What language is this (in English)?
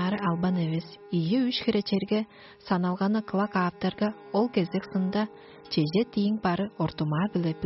Tuvinian